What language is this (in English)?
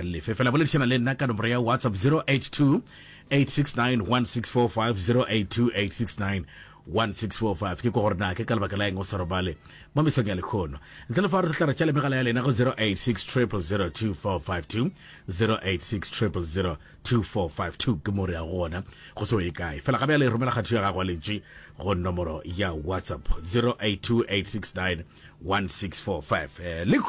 Northern Sotho